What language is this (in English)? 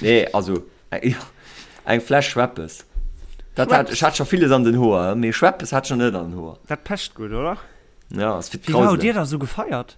Luxembourgish